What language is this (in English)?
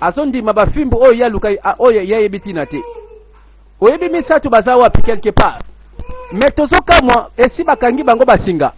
Lingala